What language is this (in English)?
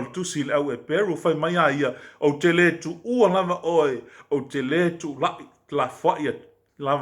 Samoan